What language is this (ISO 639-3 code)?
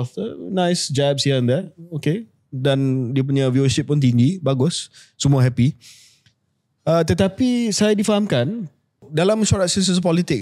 msa